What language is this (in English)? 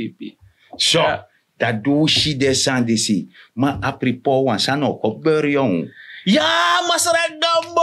Sranan Tongo